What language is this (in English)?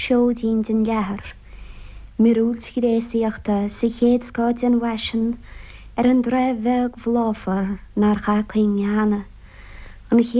Irish